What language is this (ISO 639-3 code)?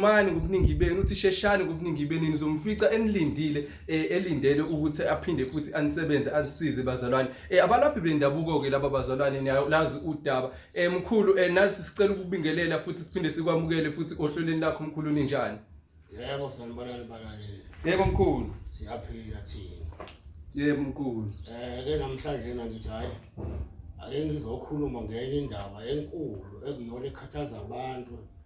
zul